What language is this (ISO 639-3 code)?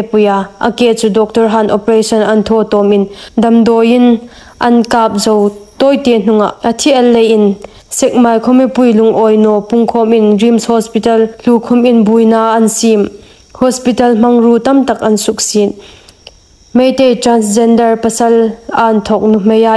hmr